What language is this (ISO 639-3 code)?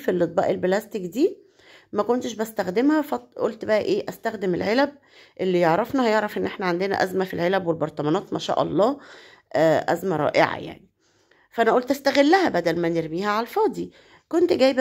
arz